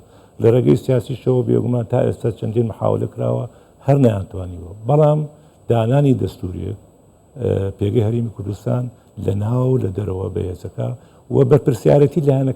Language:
Central Kurdish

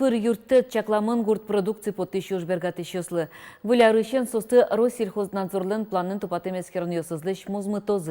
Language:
Udmurt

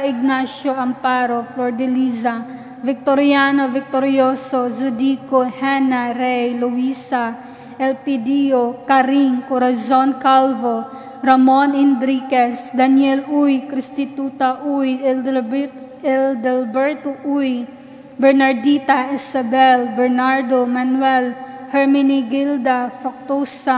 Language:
Cebuano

